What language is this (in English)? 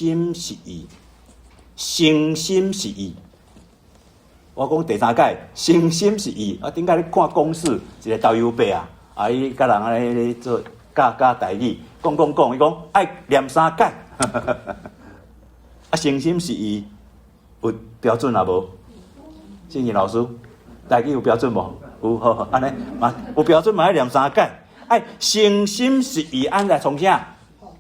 Min Nan Chinese